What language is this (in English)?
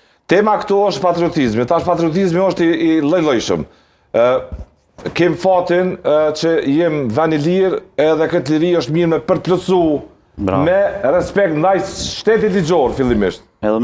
Albanian